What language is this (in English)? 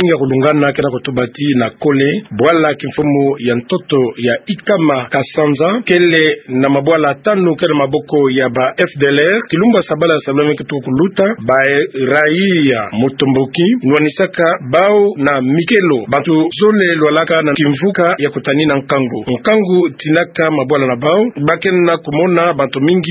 Kituba (Democratic Republic of Congo)